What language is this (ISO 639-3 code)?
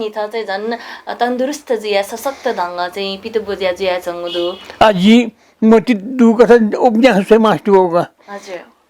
new